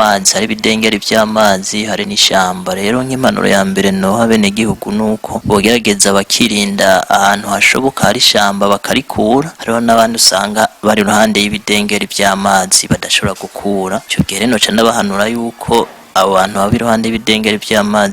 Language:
Rundi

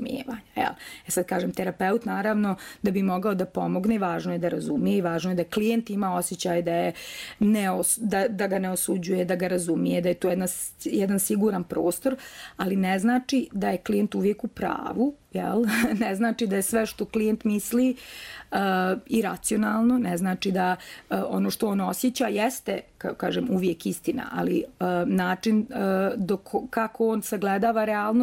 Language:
Bosnian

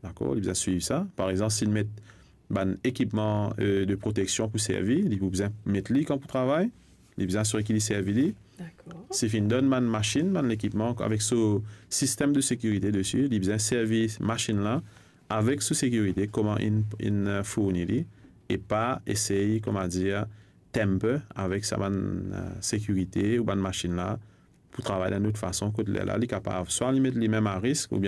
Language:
Morisyen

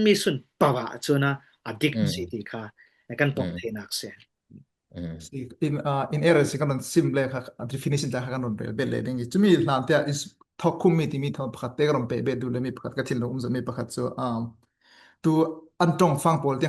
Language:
Falam Chin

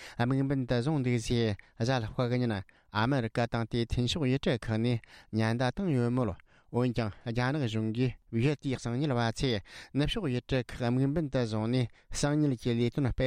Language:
Tibetan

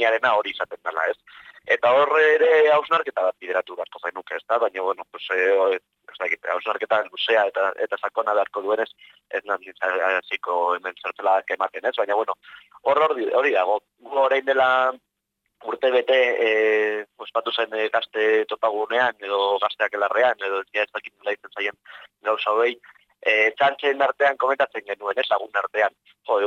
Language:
Basque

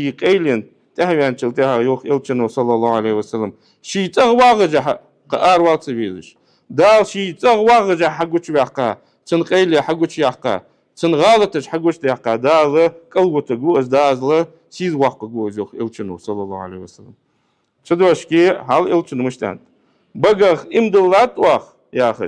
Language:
Ingush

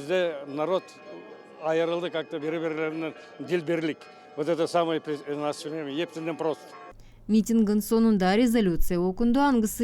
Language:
Gagauz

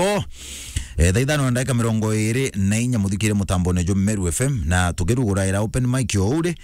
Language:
Meru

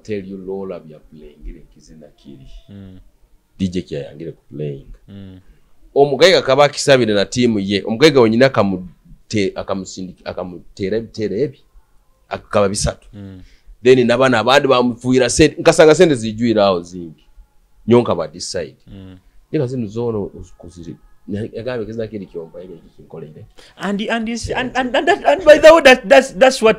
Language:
Tooro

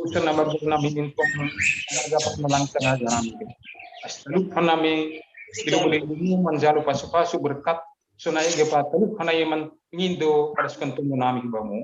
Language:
Batak Simalungun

